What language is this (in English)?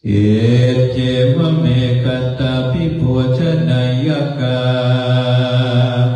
Pali